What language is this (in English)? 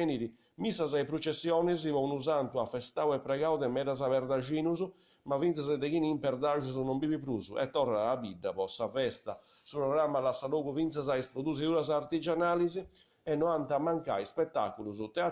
Sardinian